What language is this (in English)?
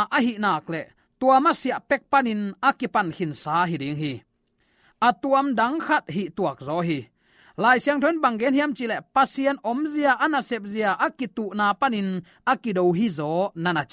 Tedim Chin